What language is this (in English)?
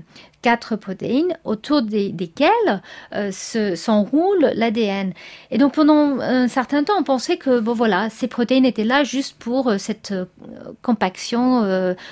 French